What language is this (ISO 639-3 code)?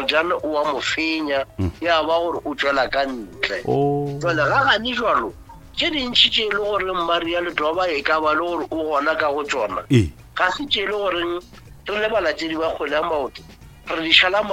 nso